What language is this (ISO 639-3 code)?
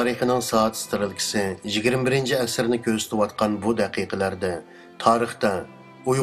uig